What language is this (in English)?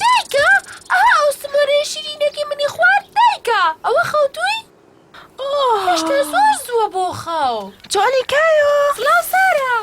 Central Kurdish